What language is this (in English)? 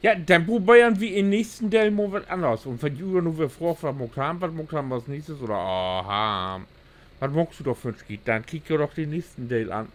Low German